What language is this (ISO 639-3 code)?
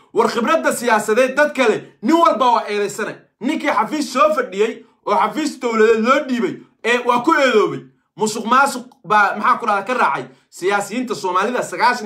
som